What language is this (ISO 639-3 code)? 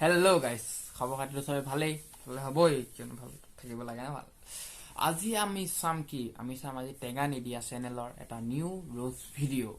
asm